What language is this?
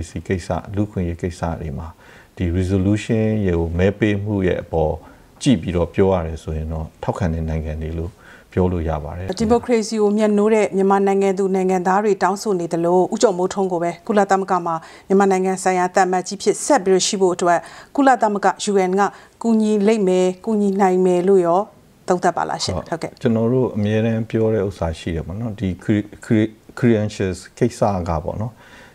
Burmese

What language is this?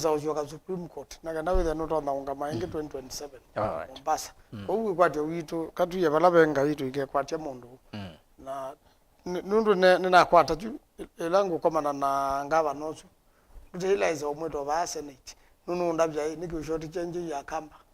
Kamba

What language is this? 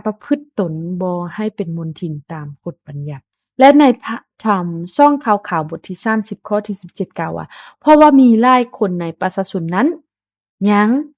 Lao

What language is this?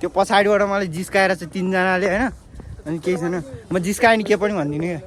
Nepali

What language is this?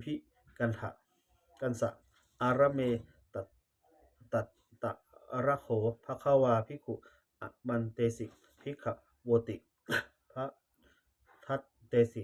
Pali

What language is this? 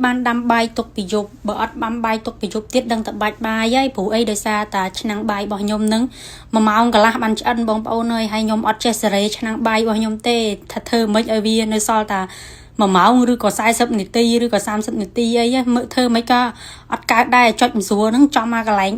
Khmer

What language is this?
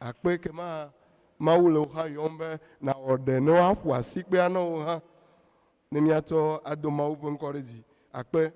Ewe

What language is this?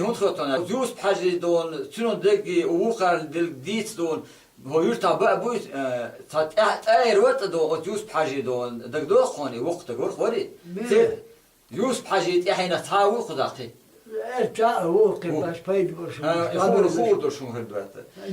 Chechen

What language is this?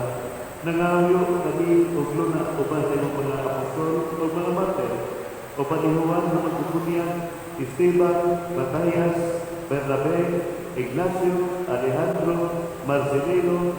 Cebuano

